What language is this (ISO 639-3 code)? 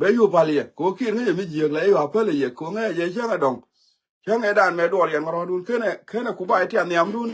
nus